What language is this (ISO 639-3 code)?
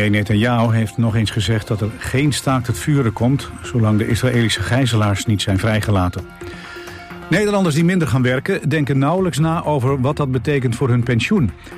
nld